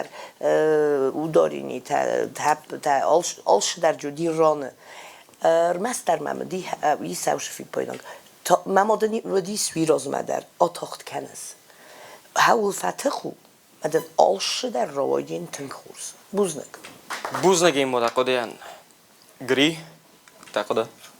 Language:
Ossetic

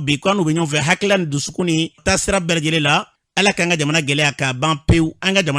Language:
Bambara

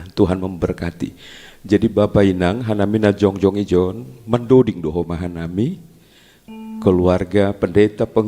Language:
Batak Simalungun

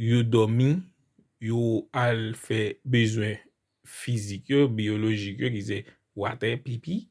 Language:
Haitian Creole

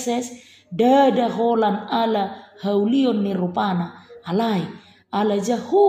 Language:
Batak Toba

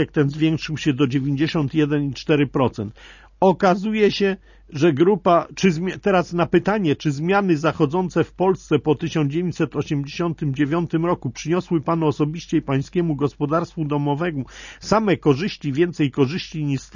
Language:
Polish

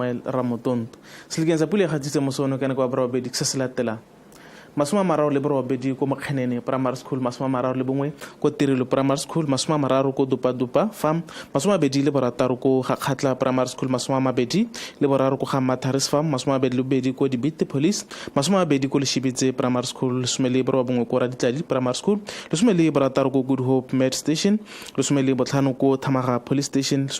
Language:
Tswana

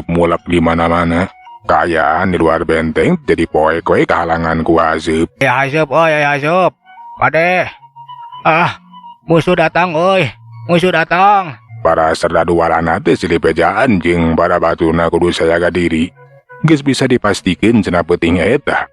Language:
Sundanese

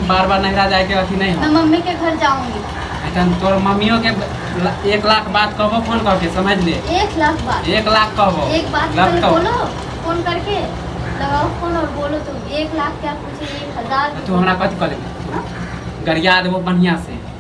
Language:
Maithili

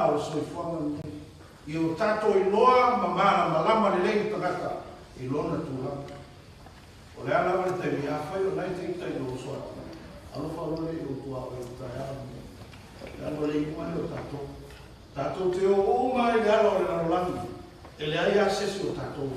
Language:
Samoan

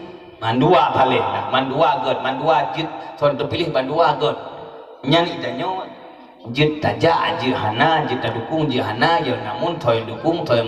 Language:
Achinese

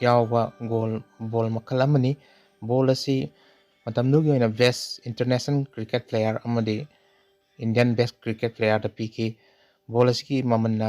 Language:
Manipuri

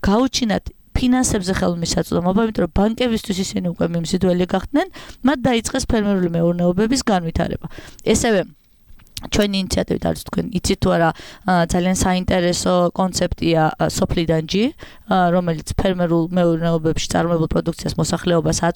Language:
Georgian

